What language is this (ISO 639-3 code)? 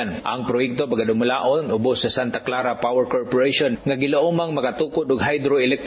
ceb